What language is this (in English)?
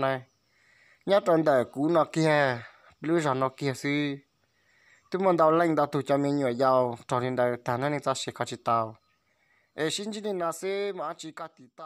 Hmong